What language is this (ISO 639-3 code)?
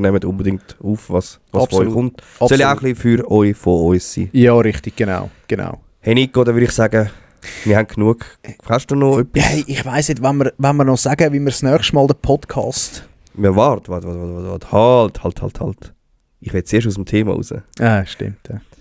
gsw